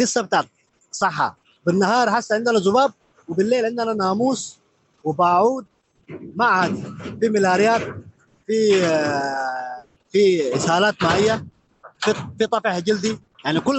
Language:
Sudanese Arabic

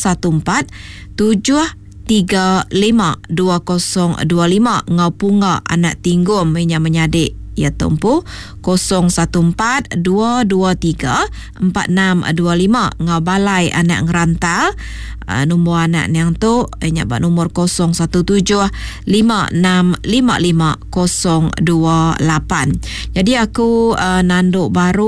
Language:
Iban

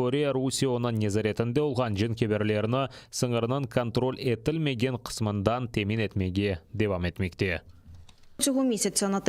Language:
Crimean Tatar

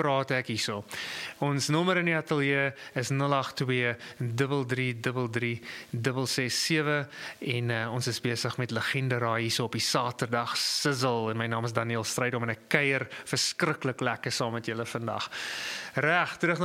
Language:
Afrikaans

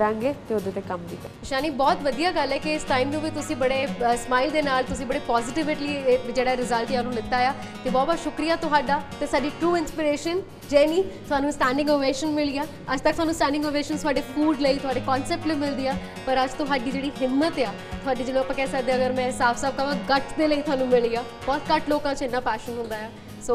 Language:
Punjabi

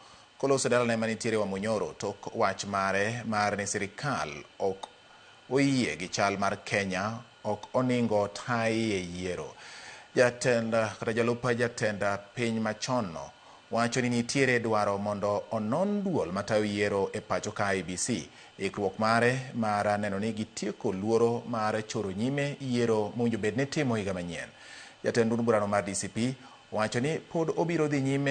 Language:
Luo (Kenya and Tanzania)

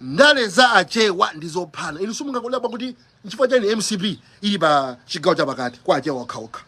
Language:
Nyanja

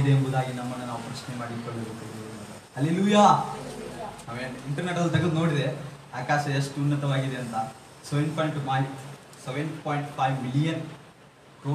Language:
Kannada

